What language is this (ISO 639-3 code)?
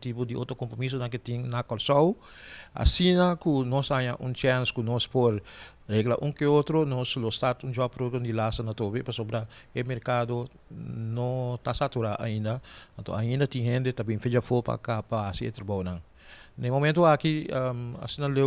pap